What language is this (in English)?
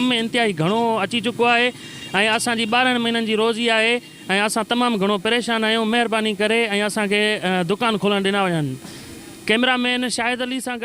Sindhi